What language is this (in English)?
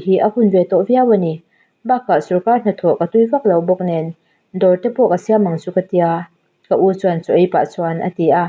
Mizo